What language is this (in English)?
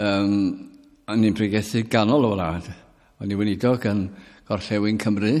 Welsh